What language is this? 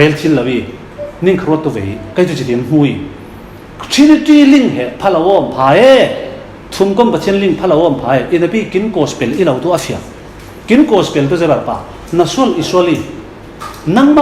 Falam Chin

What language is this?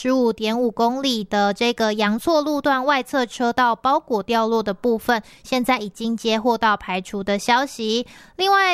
Chinese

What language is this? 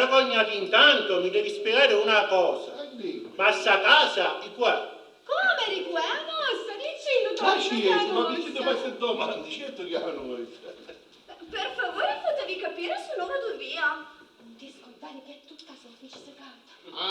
Sicilian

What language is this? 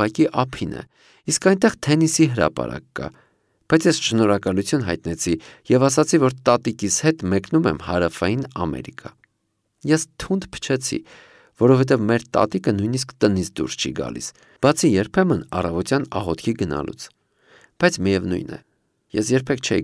Armenian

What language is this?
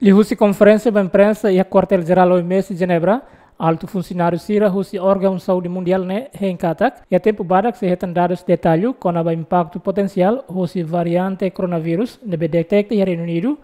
Tetum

